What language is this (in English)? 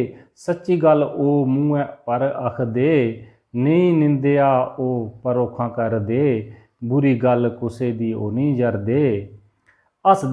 Dogri